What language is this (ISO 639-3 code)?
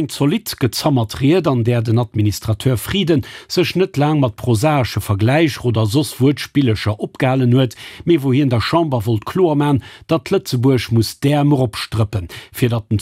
ltz